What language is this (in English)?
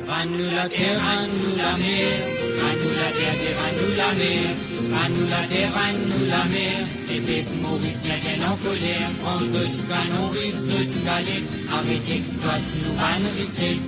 Morisyen